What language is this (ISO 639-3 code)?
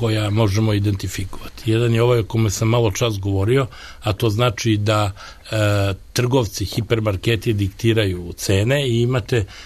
srp